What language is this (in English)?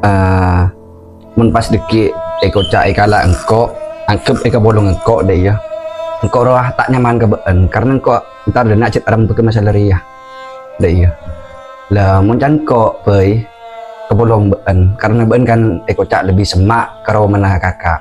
Madurese